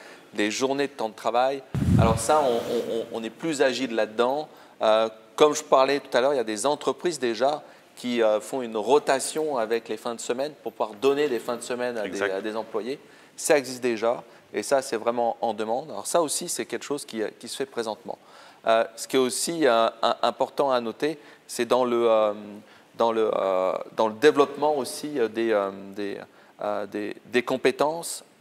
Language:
French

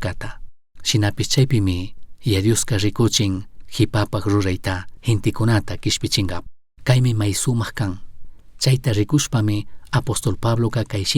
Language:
Chimborazo Highland Quichua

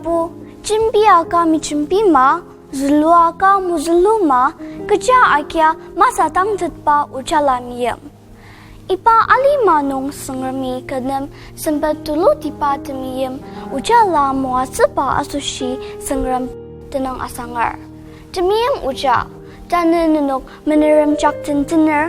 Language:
Ao Naga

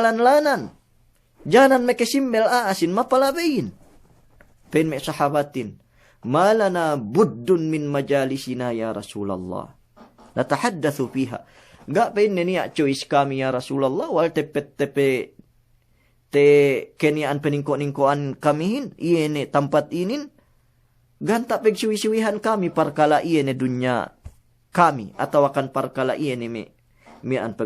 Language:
Yakan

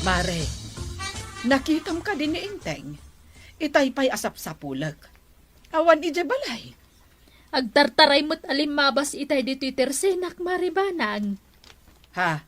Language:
Iloko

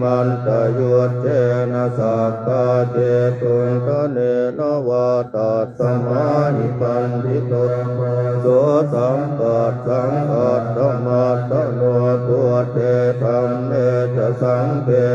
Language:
Pali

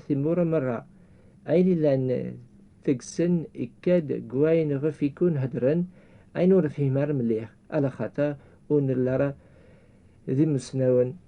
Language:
Kabyle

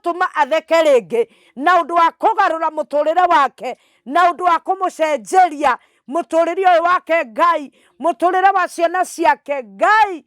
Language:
Kikuyu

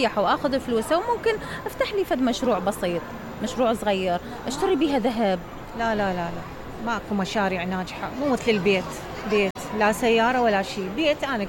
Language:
Mesopotamian Arabic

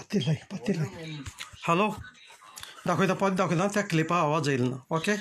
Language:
Konkani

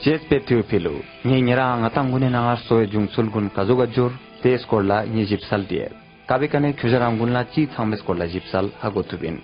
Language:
Ladakhi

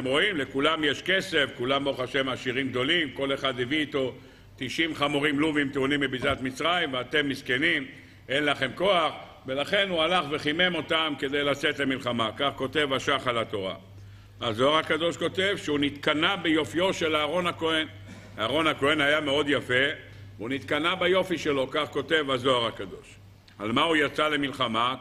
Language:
Hebrew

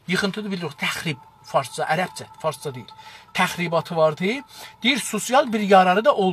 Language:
South Azerbaijani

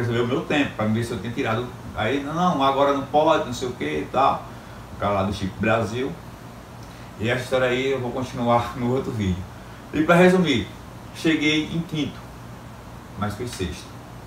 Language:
Portuguese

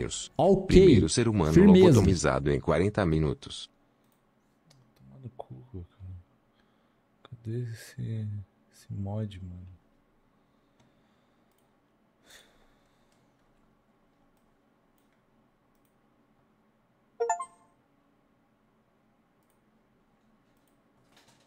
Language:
Portuguese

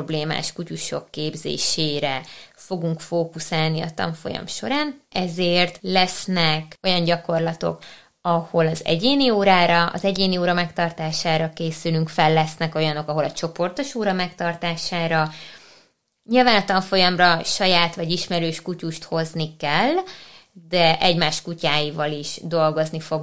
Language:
Hungarian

